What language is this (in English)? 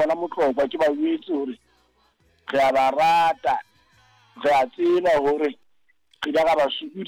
Southern Sotho